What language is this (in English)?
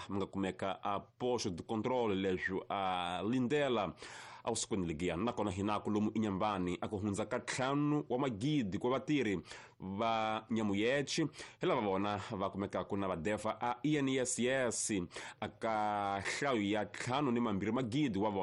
Tsonga